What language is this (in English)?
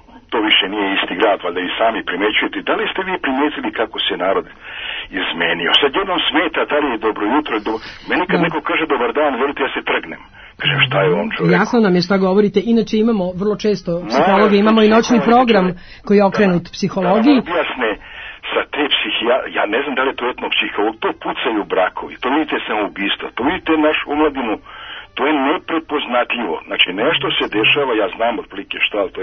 Serbian